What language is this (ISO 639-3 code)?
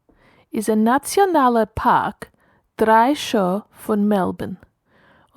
yid